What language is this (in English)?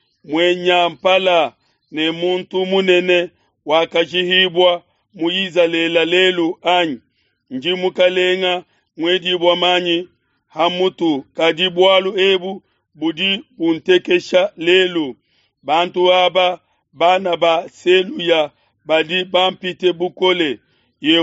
Luba-Lulua